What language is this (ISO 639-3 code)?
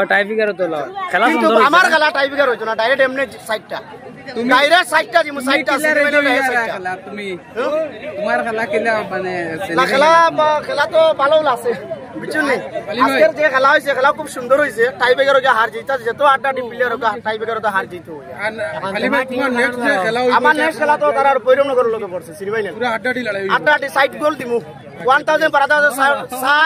syl